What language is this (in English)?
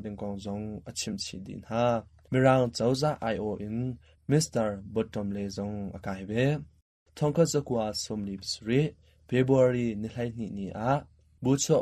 Hakha Chin